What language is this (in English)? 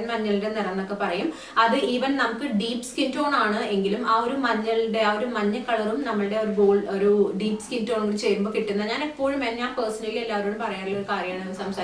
Malayalam